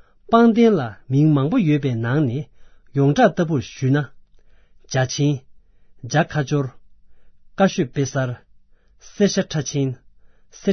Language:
Tibetan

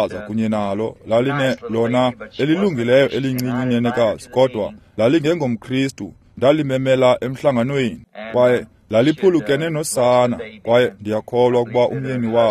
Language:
Xhosa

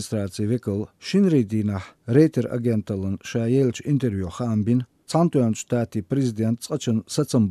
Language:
Latvian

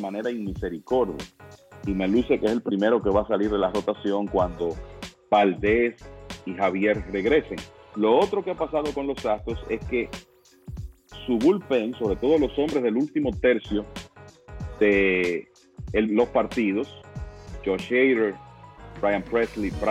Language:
Spanish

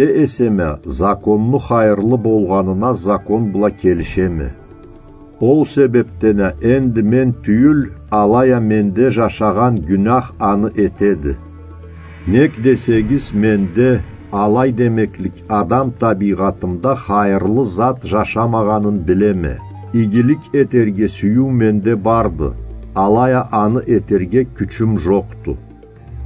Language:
Karachay-Balkar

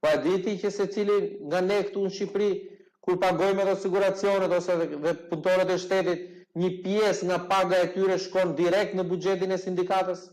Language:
Albanian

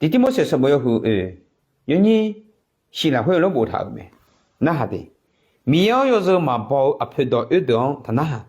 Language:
Akha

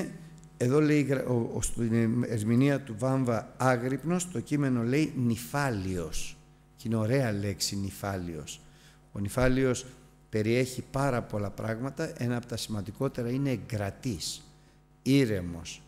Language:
Greek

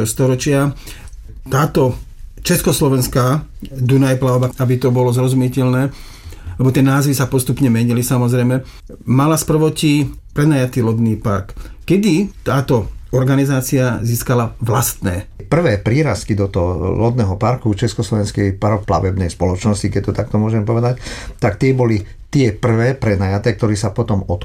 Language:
Slovak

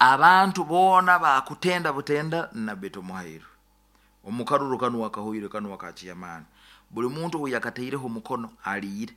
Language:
Nyoro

